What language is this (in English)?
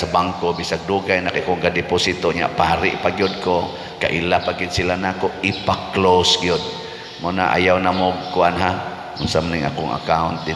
Cebuano